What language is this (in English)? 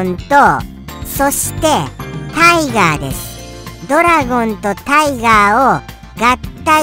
Japanese